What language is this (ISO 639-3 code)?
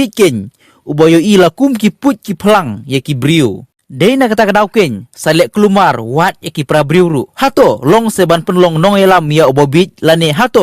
kha